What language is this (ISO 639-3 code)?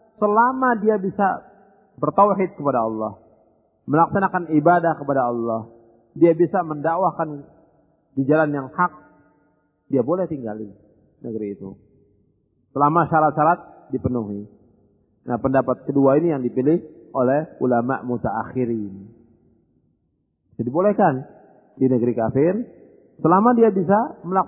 ind